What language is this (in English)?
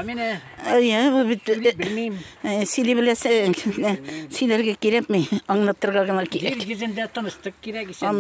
Tatar